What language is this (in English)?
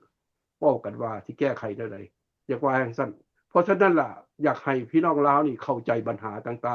Lao